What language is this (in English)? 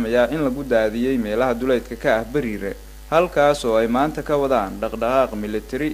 Somali